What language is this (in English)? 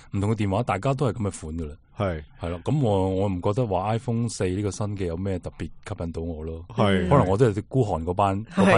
Cantonese